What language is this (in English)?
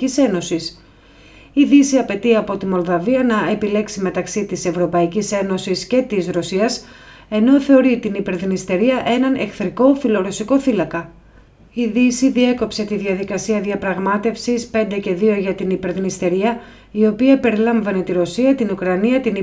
Greek